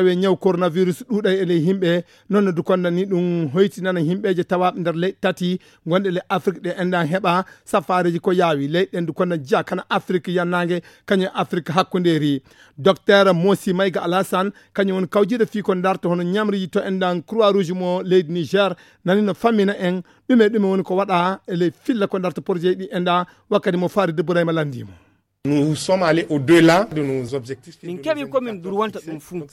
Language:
Fula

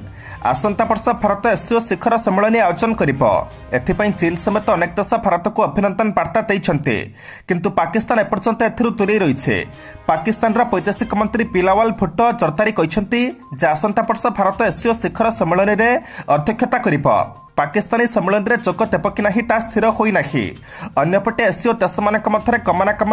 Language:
Odia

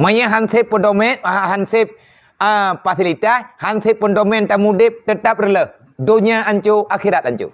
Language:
Achinese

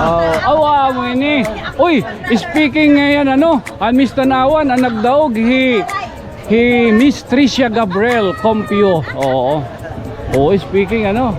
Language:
Waray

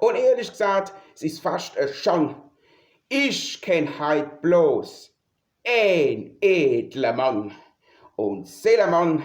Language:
Palatine German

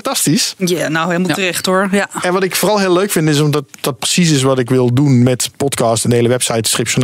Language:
Dutch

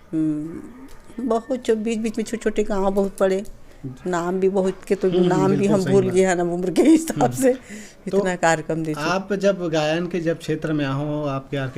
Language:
Chhattisgarhi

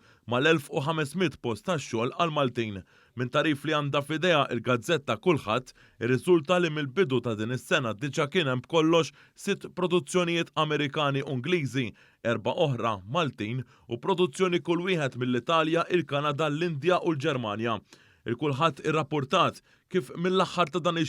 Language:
Maltese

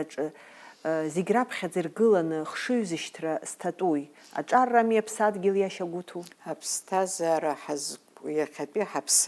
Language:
Abkhazian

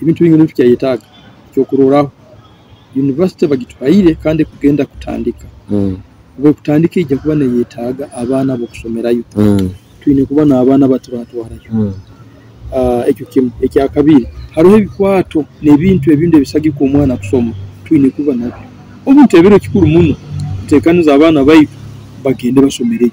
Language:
Nyoro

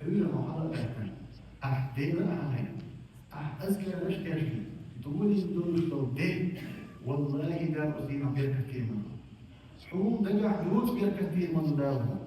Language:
Chechen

